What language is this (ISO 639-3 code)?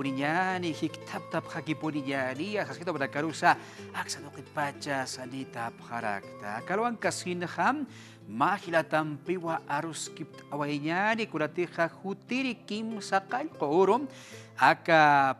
aym